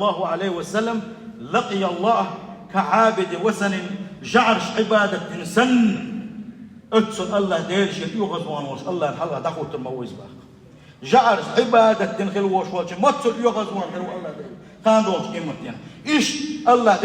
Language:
Chechen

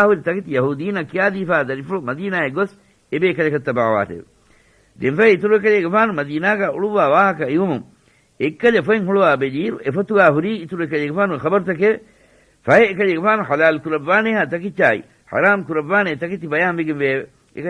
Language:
Divehi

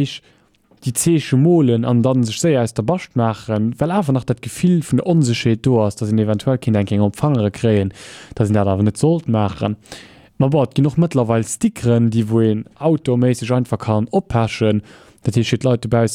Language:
Luxembourgish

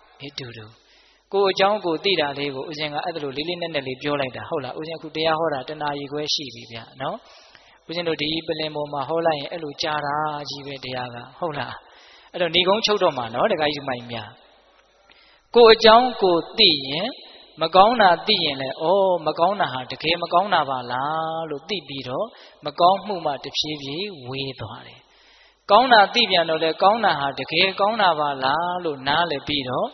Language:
Burmese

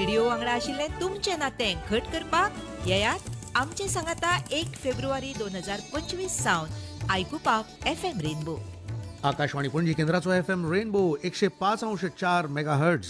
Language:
Konkani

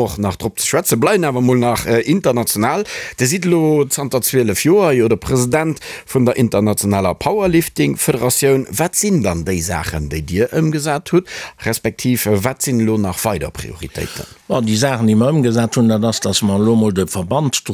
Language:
Luxembourgish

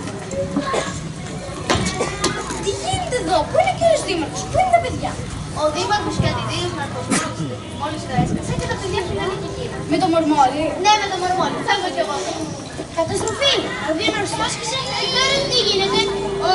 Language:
Greek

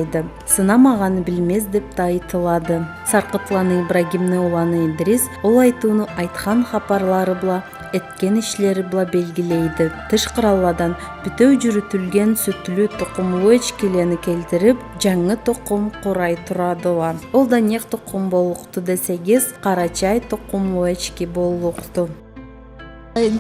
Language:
Karachay-Balkar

